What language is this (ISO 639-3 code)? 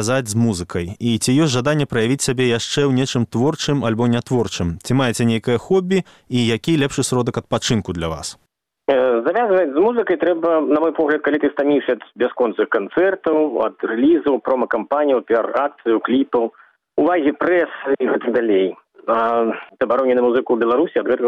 bel